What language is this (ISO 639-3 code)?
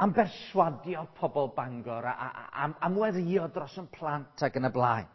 cym